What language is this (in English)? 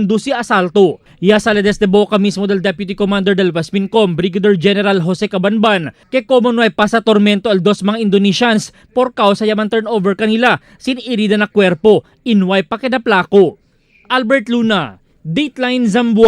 Chavacano